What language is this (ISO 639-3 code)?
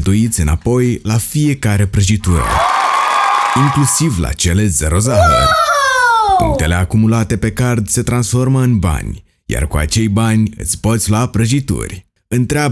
ron